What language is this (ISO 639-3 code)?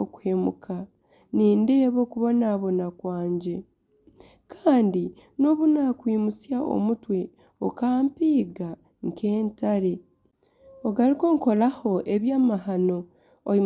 nyn